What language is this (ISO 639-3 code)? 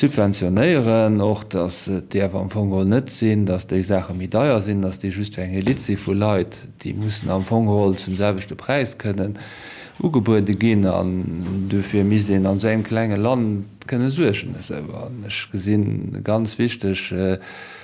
ltz